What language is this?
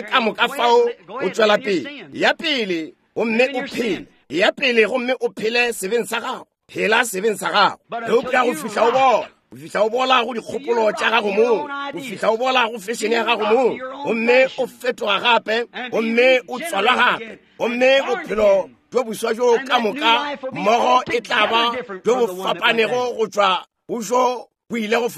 Northern Sotho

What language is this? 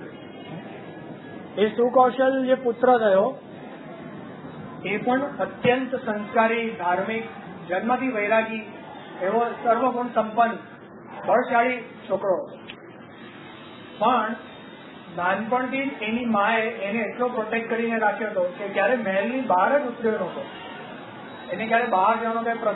Gujarati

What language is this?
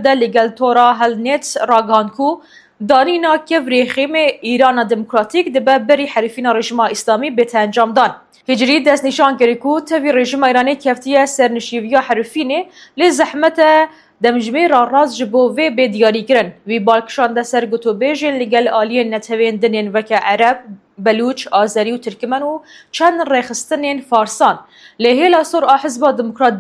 Kurdish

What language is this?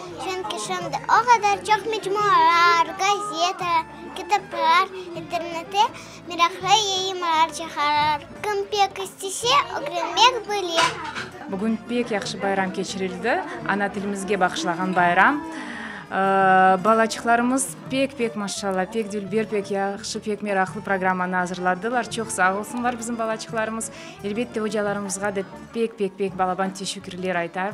Crimean Tatar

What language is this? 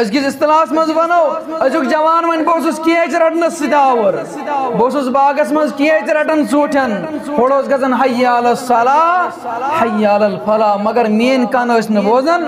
Kashmiri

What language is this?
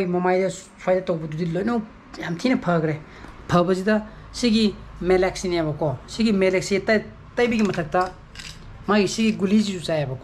Manipuri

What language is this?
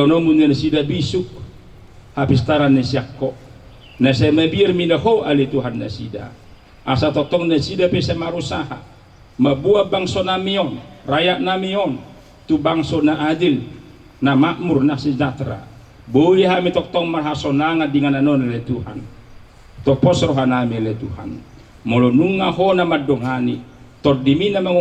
Batak Toba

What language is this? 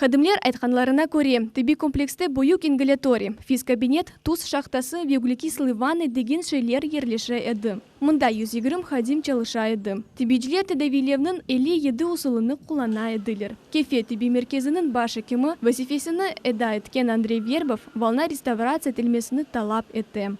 Crimean Tatar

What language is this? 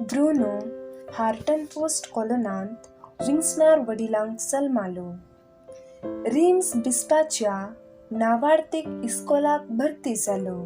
Konkani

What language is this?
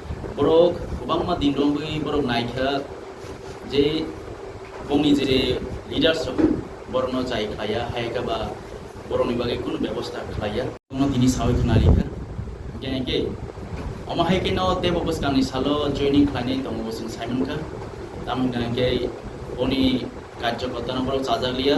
Kok Borok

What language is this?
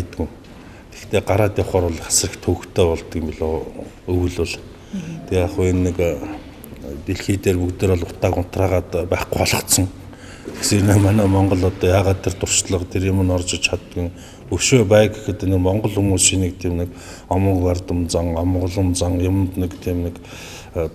Mongolian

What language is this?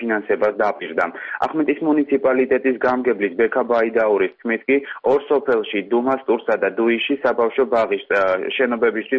Georgian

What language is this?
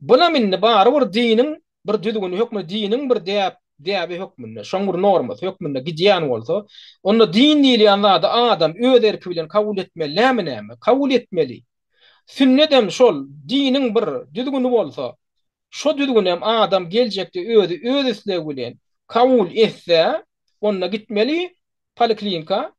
Turkmen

